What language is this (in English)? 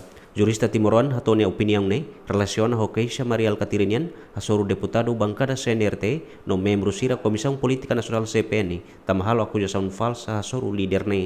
Tetum